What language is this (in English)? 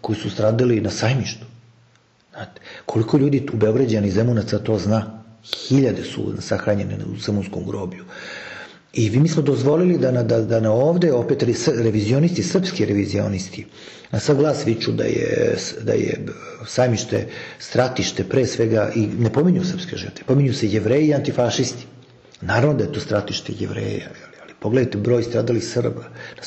Serbian